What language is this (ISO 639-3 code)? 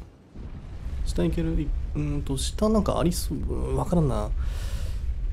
jpn